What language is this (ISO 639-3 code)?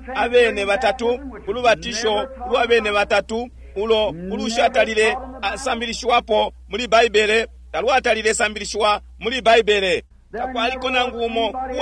bem